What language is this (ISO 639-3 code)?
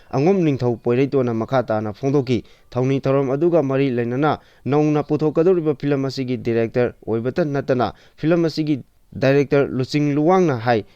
mni